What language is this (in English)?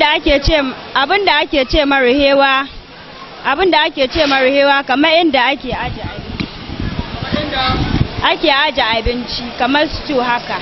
Hausa